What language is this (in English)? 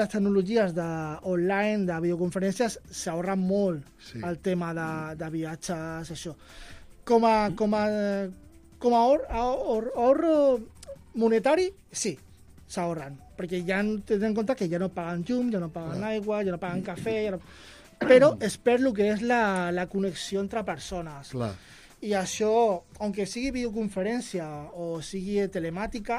Catalan